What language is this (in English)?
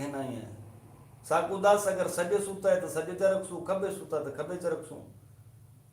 Saraiki